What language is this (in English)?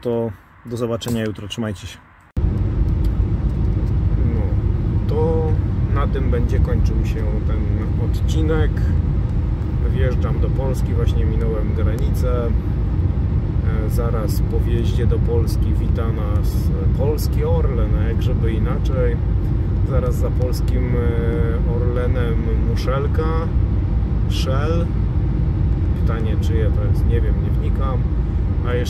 Polish